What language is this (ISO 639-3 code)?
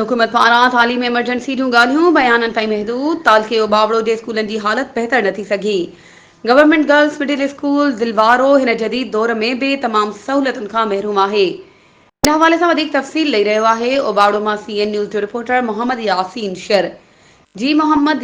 snd